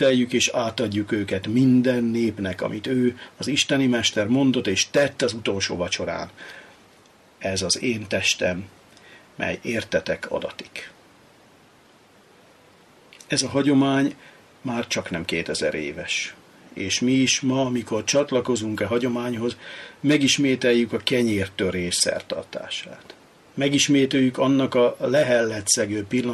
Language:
Hungarian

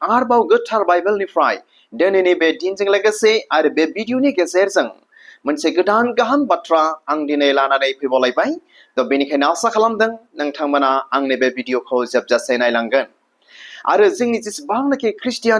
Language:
Bodo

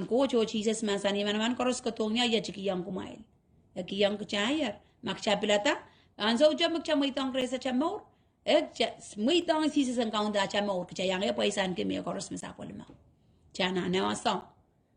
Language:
Pohnpeian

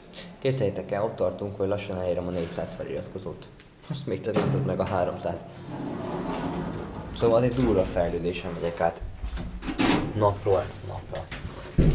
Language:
Hungarian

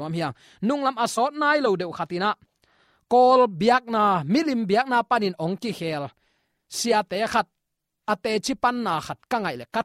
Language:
Tedim Chin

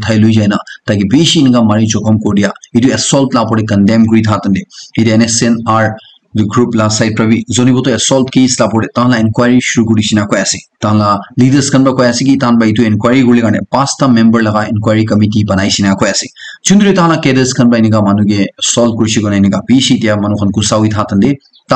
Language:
Naga Pidgin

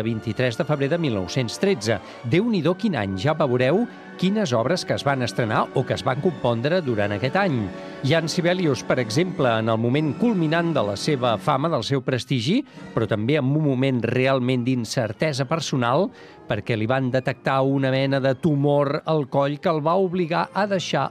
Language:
Catalan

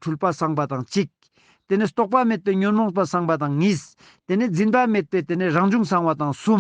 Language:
Ladakhi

